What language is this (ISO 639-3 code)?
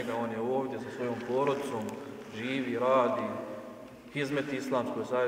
bos